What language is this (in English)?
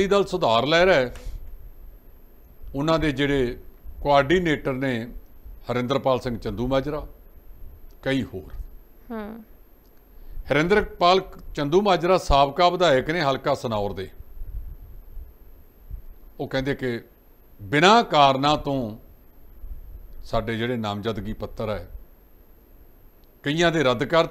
Punjabi